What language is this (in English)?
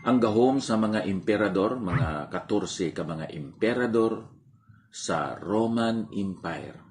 Hiligaynon